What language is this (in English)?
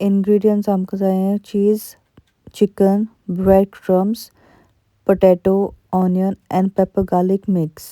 Konkani